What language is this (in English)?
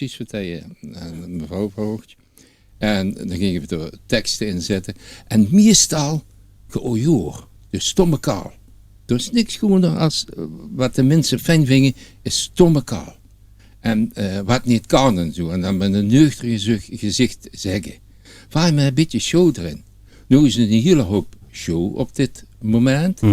Limburgish